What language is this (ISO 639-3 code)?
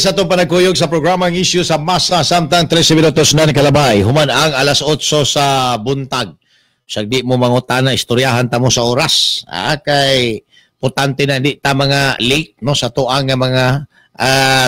ceb